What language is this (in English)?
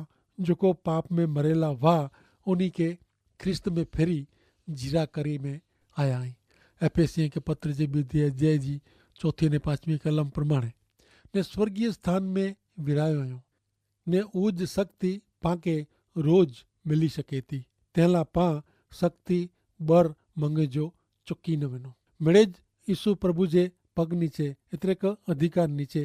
Kachhi